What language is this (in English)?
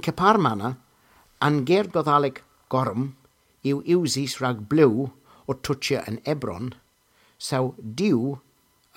Cornish